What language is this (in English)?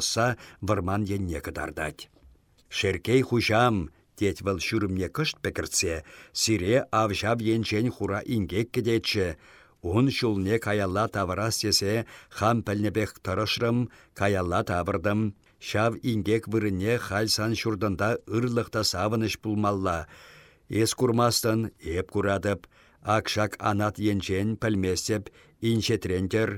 Chuvash